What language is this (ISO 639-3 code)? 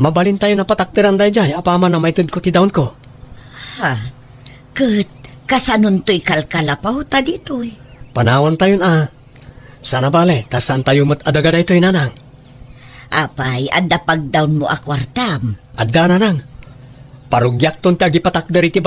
ilo